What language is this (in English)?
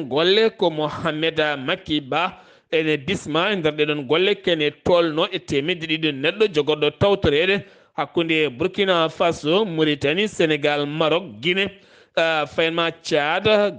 Fula